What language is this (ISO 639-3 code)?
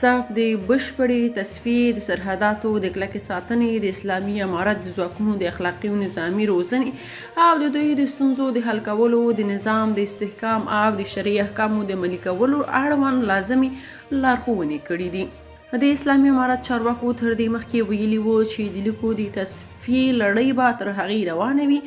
pus